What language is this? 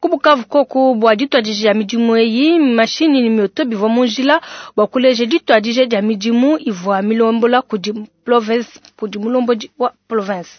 Luba-Lulua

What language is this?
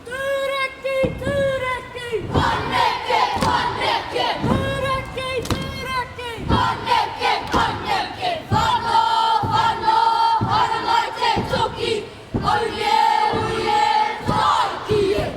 Māori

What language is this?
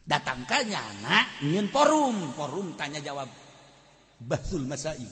Sundanese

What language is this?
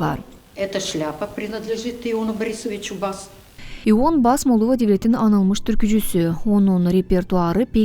Gagauz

